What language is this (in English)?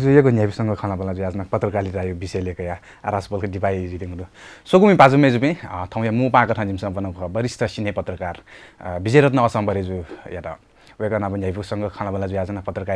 Newari